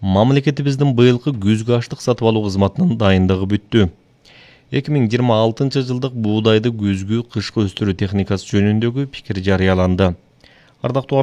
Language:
Kyrgyz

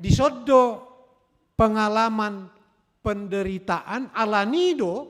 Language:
Batak Toba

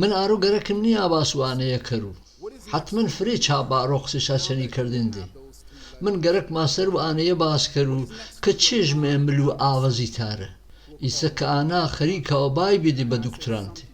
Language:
Gurani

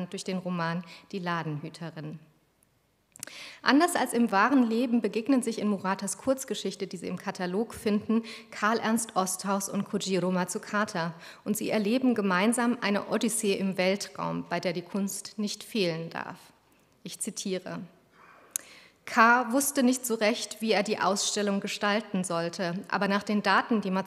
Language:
German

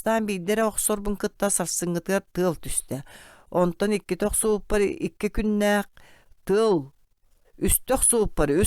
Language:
Yakut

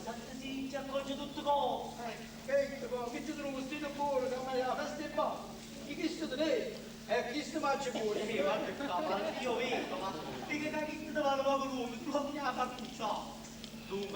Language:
Neapolitan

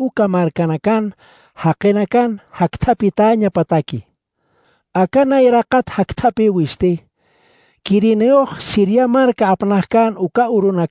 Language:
Aymara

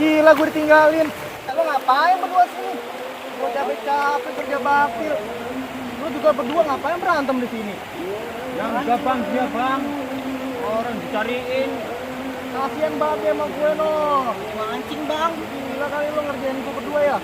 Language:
Betawi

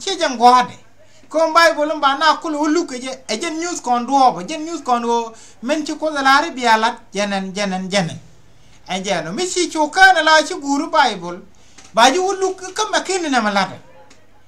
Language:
Nuer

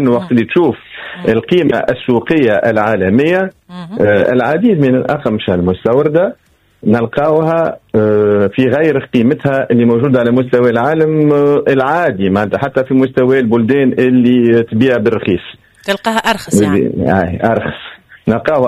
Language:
Tunisian Arabic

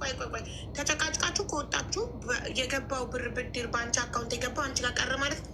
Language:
Amharic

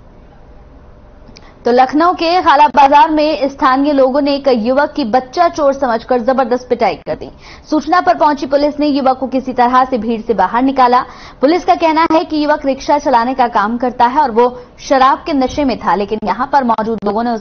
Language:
Hindi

